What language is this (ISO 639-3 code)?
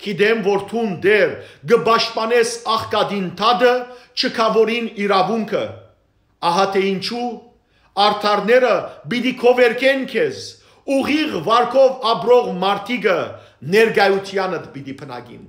hyw